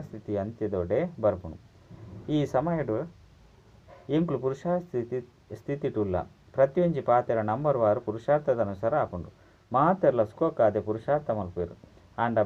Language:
Tulu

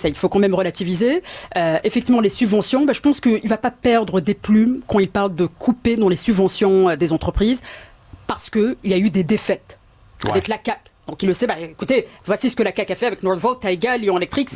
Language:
French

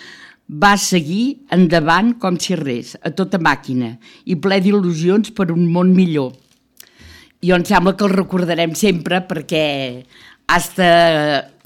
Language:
Catalan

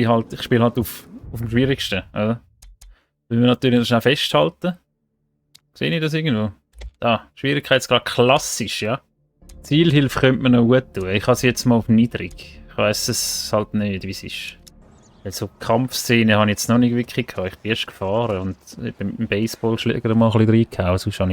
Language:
Swiss German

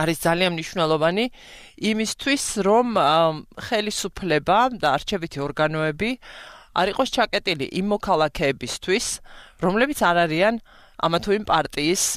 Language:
Georgian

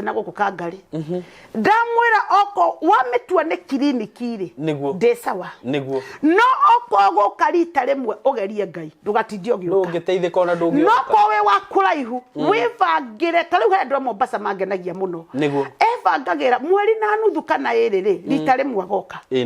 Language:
Kikuyu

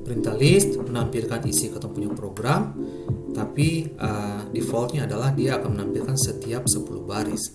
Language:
Ambonese Malay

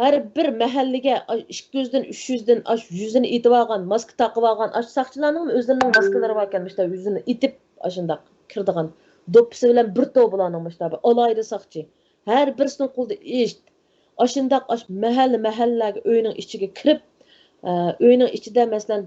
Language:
Uyghur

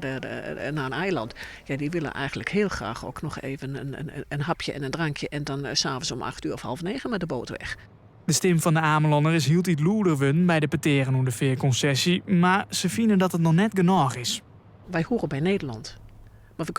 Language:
Western Frisian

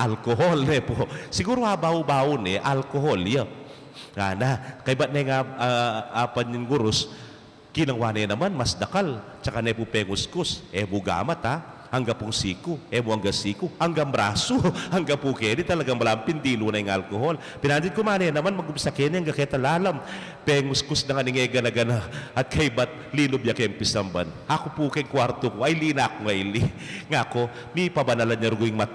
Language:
Pampanga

